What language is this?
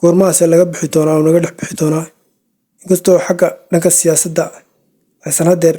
Somali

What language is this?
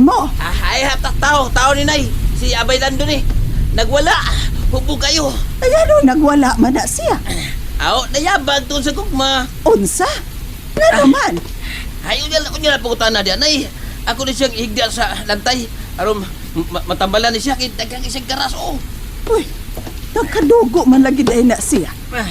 Cebuano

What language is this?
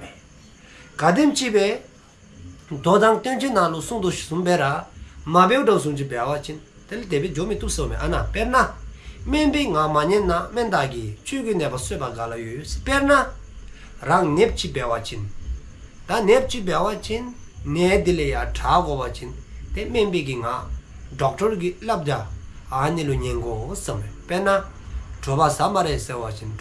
Dzongkha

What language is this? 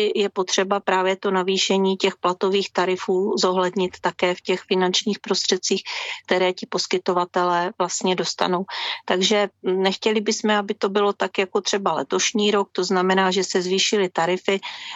Czech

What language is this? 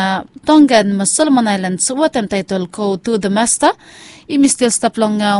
Bislama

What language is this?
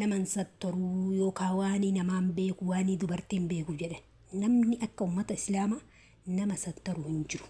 Oromo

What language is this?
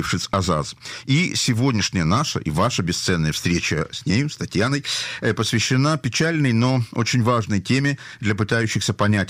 Russian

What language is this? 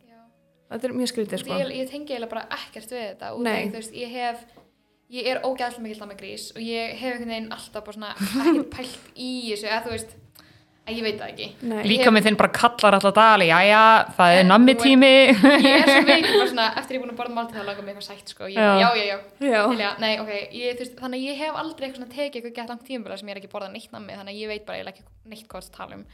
Icelandic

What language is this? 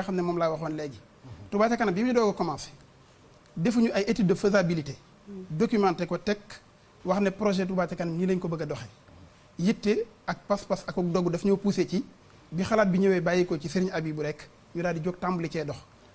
Wolof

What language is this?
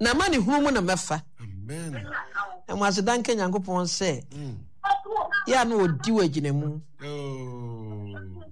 Akan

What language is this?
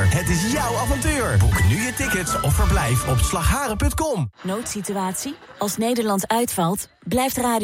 Dutch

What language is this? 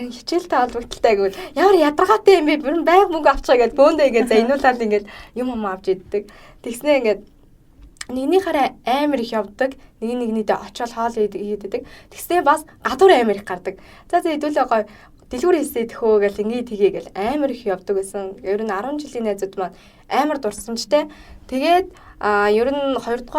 Mongolian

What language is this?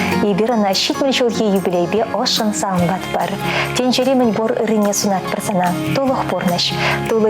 Chuvash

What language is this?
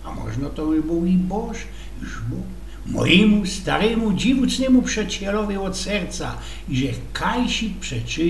Silesian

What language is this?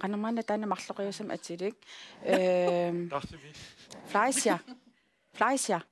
Kalaallisut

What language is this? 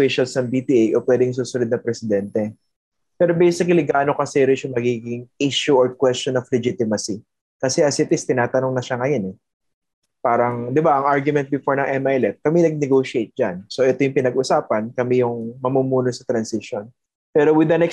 Filipino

